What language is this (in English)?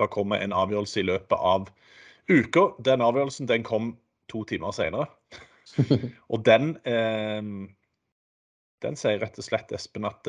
Norwegian